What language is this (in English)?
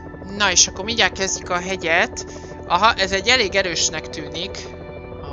Hungarian